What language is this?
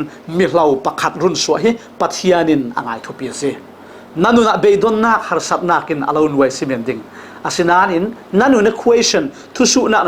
Falam Chin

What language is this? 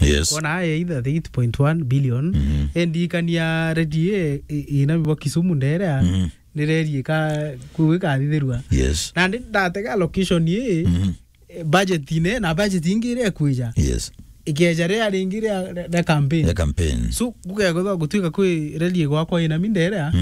Meru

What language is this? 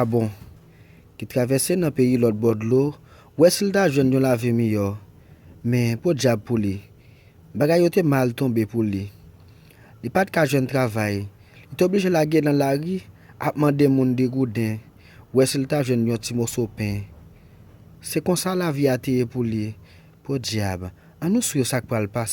Haitian Creole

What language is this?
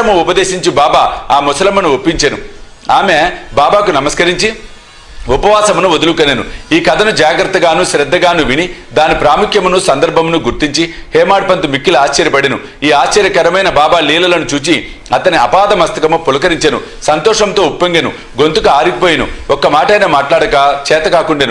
Telugu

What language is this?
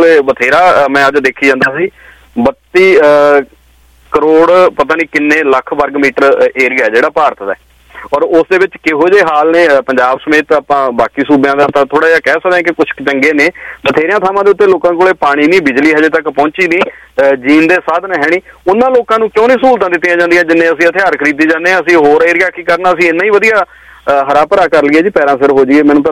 Punjabi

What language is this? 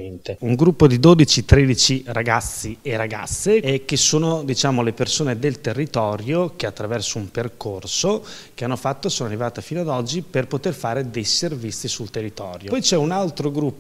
Italian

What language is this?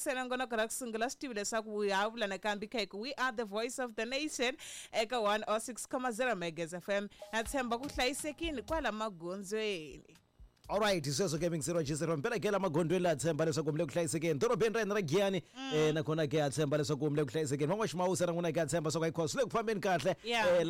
Tsonga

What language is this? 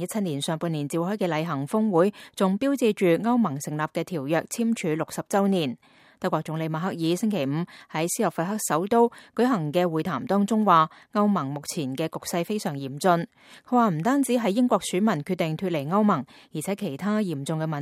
Cantonese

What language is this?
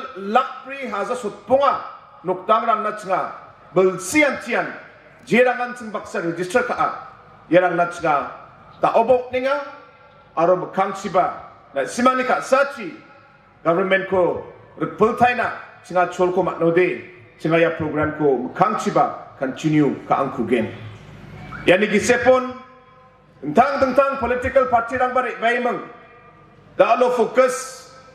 Garo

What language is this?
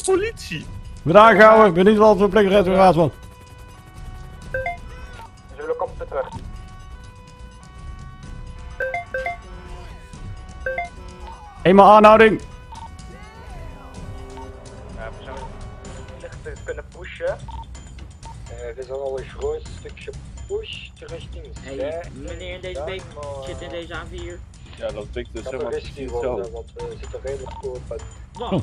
Dutch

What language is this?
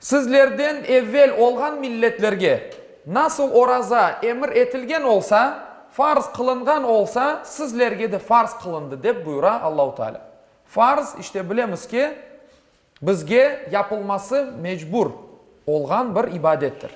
Crimean Tatar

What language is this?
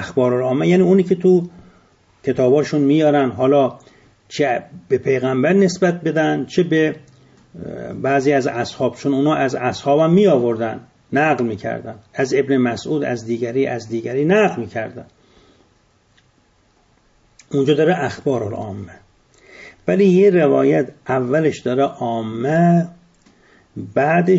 Persian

